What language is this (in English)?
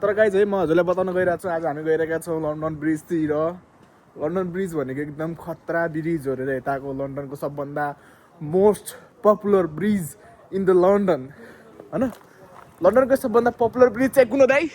Nepali